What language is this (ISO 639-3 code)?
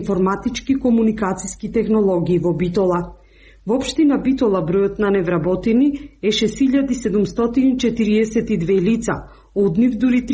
mkd